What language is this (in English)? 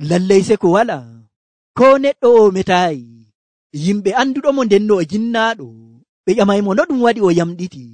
Nigerian Fulfulde